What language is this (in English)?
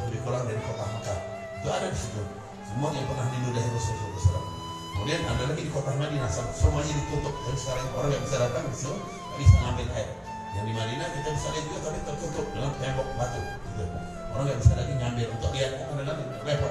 Indonesian